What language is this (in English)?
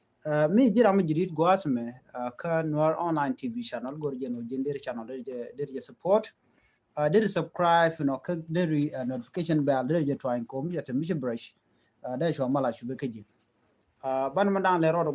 Nuer